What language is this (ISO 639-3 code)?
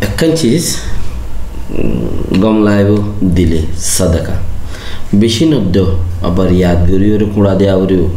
rhg